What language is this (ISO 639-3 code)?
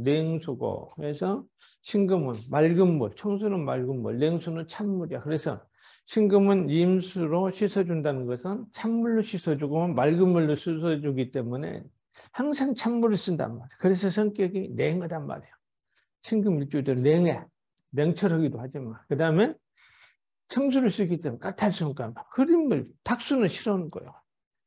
kor